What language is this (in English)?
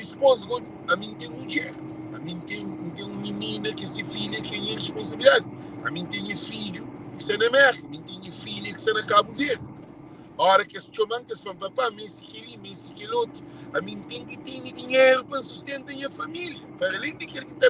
Kabuverdianu